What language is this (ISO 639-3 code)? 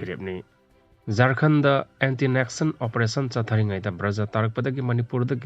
mni